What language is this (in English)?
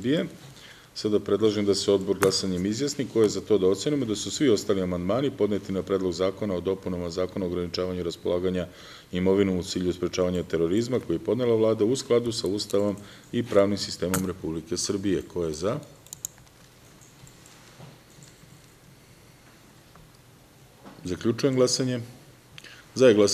Serbian